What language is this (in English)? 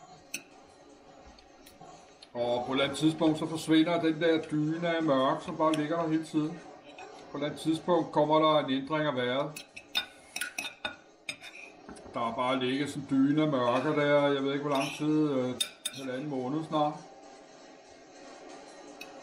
Danish